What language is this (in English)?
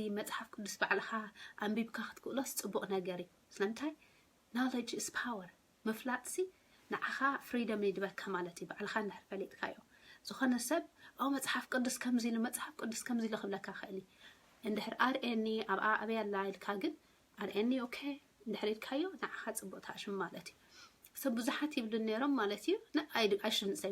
Tigrinya